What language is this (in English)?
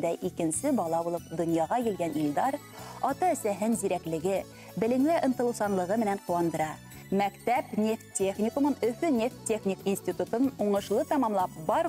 Bashkir